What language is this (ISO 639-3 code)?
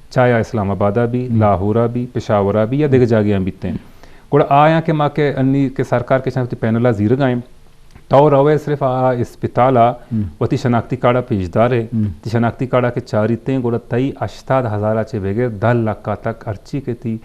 bgp